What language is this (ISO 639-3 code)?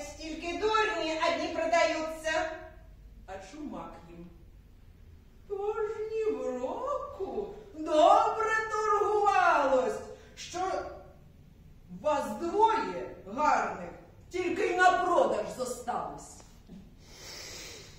ukr